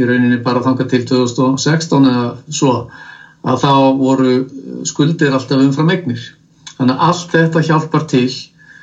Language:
Icelandic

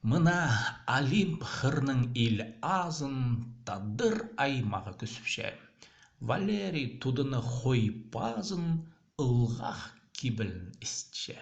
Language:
Khakas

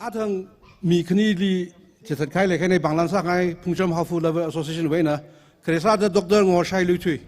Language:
Tangkhul Naga (India)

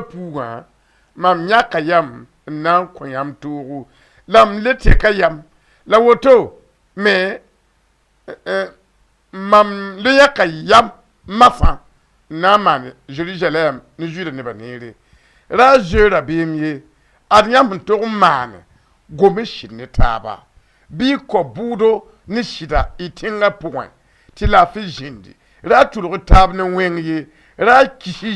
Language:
Mossi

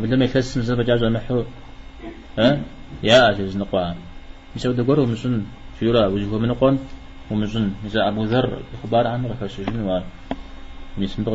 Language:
Kabardian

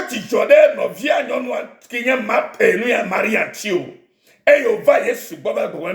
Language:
Ewe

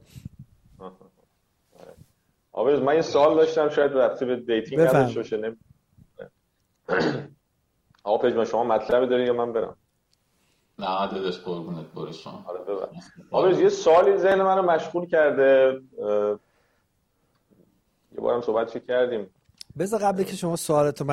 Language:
Persian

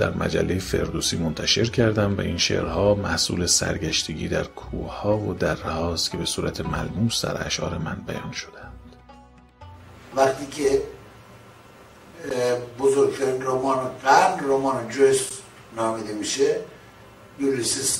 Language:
Persian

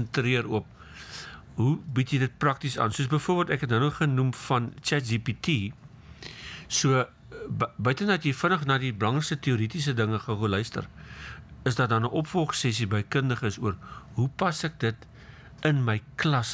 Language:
Afrikaans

